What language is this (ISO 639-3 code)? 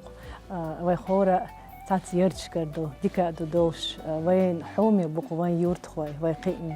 che